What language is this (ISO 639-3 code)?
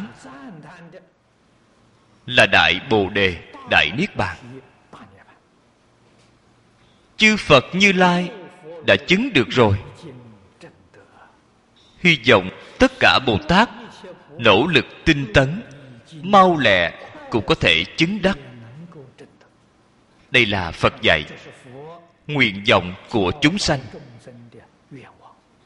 vie